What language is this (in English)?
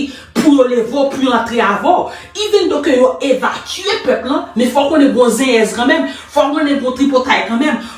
Haitian Creole